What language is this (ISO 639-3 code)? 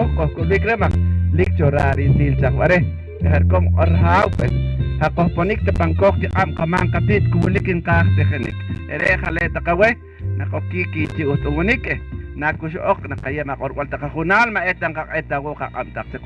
poh